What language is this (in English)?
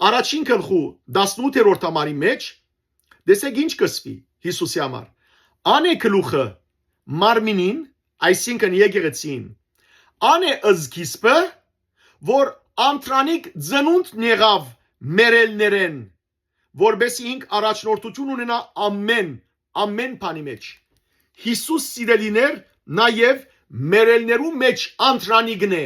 Western Armenian